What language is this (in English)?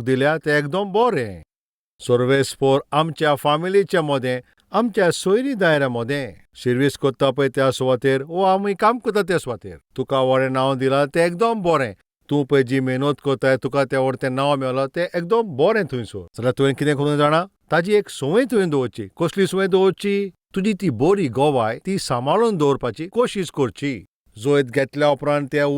Konkani